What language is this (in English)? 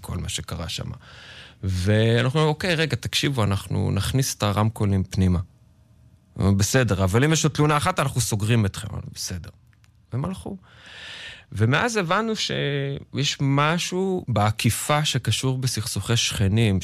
Hebrew